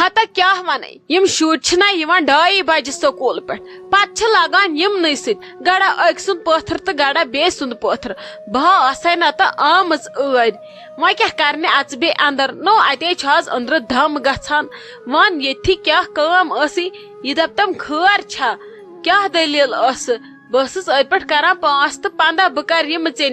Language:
Kashmiri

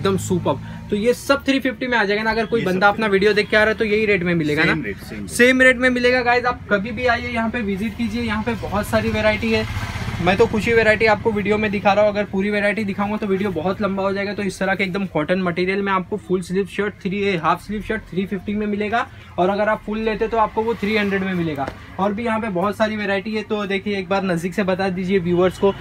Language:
Hindi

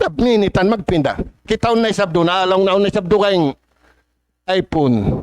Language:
Tausug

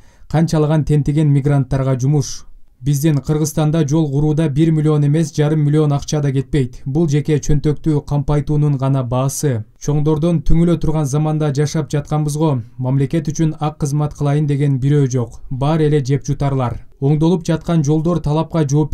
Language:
Kyrgyz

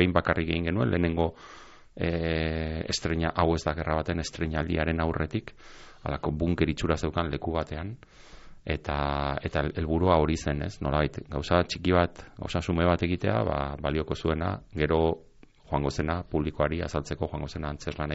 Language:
Basque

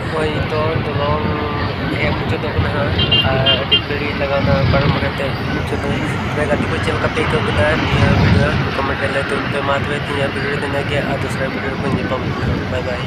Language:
Santali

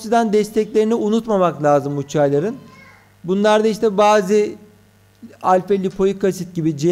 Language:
Turkish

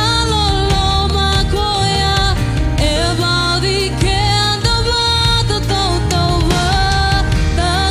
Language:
Fijian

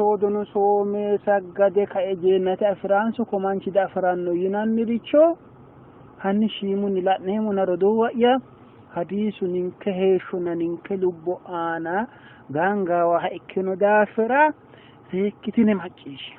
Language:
Sidamo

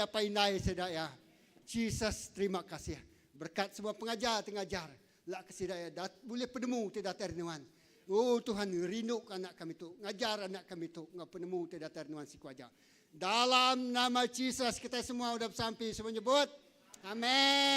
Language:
Iban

